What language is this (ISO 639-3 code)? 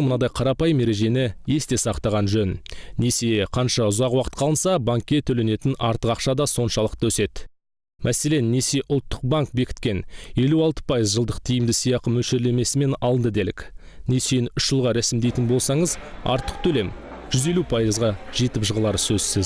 kaz